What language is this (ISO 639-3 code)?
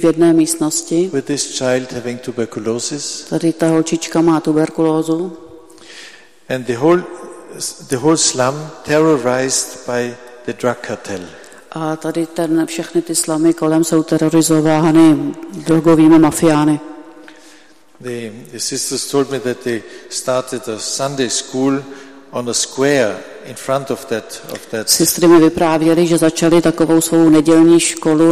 ces